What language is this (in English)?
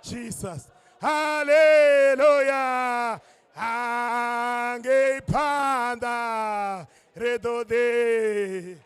Venda